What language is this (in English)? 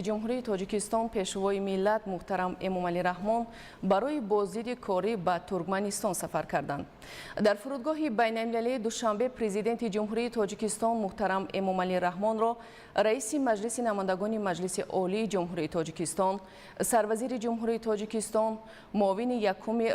Tajik